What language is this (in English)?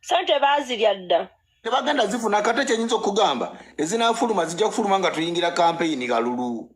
Ganda